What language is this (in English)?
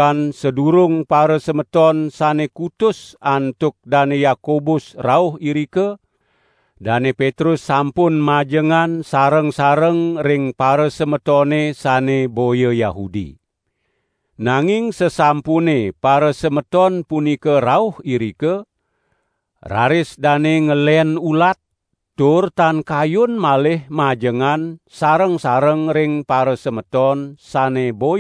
Balinese